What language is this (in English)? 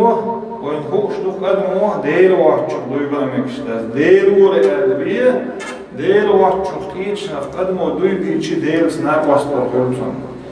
Chechen